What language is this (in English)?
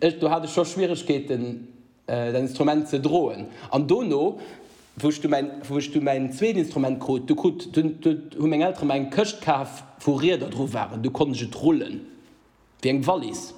Luxembourgish